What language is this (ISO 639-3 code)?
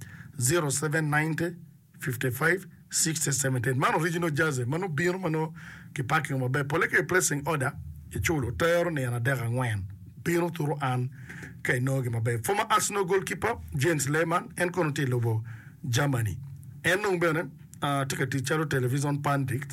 ach